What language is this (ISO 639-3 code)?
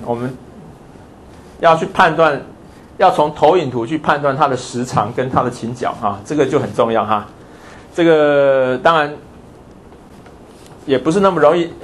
zho